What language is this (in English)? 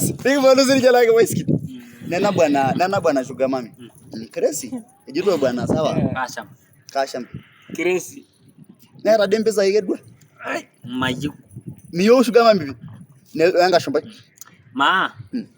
Masai